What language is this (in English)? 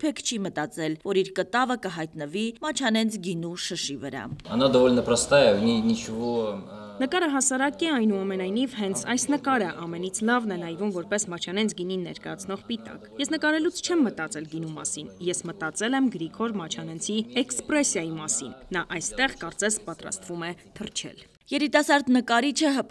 Armenian